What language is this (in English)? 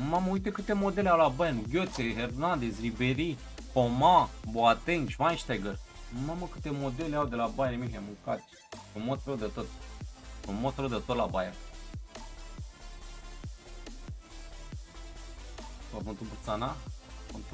Romanian